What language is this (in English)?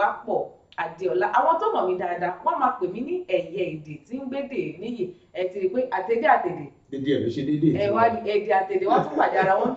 Yoruba